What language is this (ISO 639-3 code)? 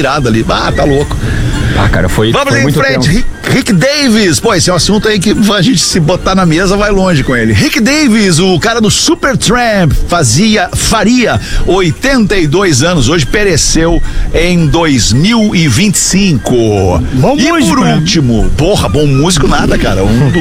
por